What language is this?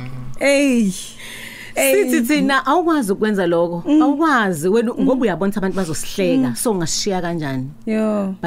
Zulu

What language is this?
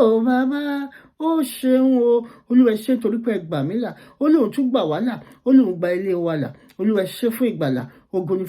Yoruba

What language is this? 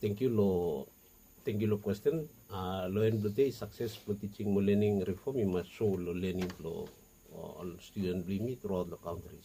Bislama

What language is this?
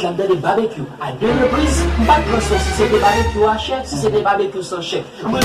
Haitian Creole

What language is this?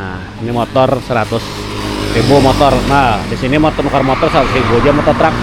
Banjar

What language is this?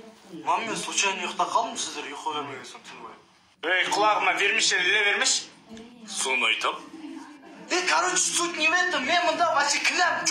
Kazakh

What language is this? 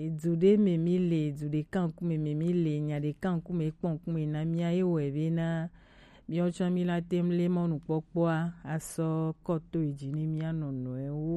Gen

